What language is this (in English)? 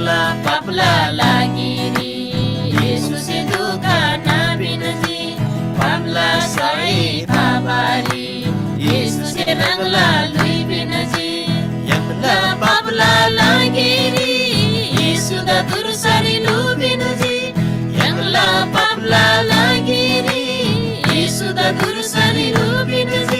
Eastern Tamang